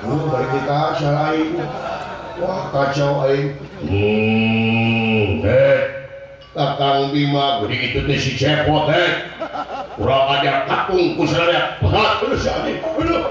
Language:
Sundanese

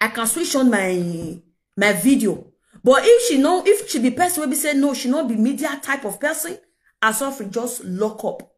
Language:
Nigerian Pidgin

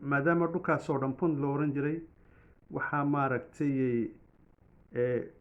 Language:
Somali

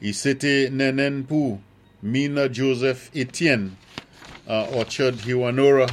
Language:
Saint Lucian Creole French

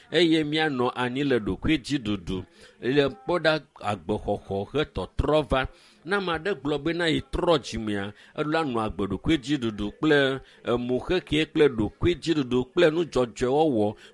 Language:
Ewe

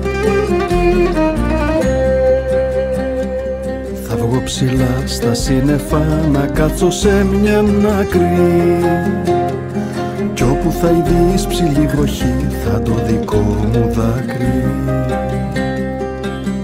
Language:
Greek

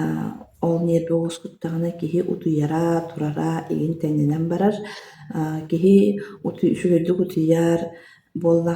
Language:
Yakut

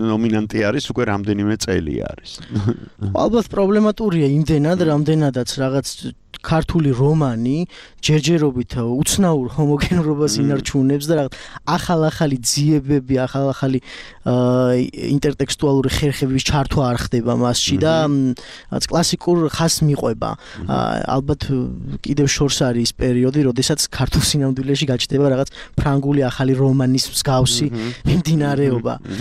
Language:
Georgian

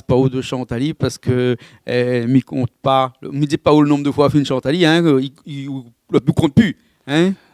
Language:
Réunion Creole French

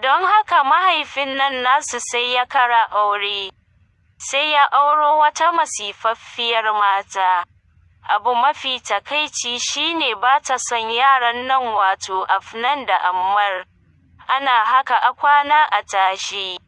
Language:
Hausa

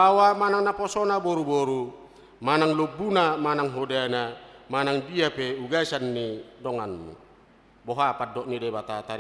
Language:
Batak Toba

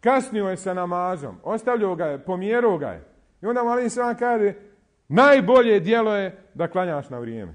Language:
Bosnian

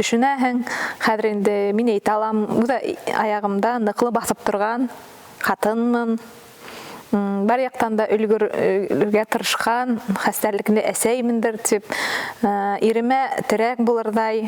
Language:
Bashkir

